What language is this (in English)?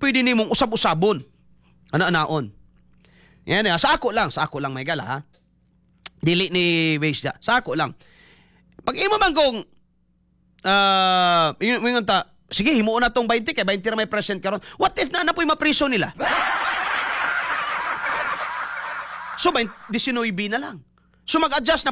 Cebuano